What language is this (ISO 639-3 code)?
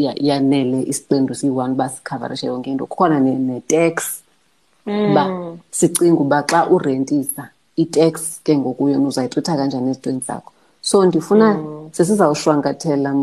xho